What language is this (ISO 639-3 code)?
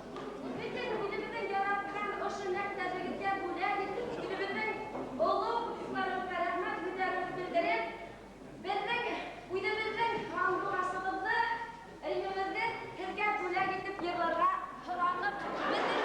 bak